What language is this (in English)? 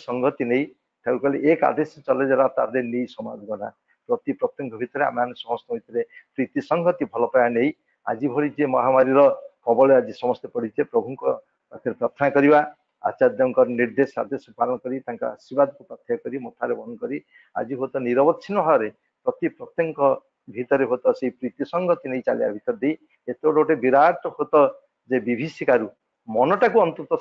Odia